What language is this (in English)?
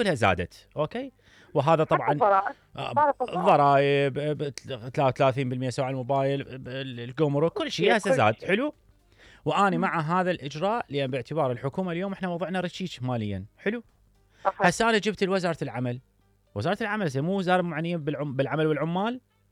Mesopotamian Arabic